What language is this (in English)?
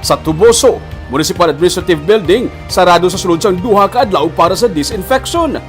Hiligaynon